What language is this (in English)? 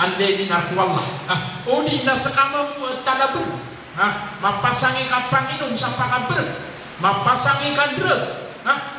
Maranao